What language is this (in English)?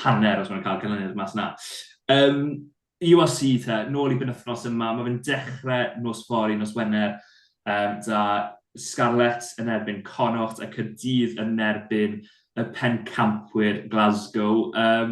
Welsh